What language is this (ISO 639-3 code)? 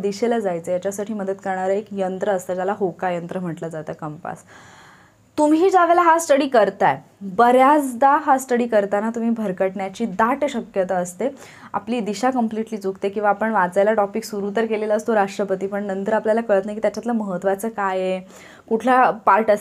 mar